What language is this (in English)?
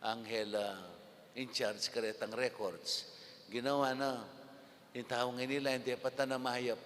Pampanga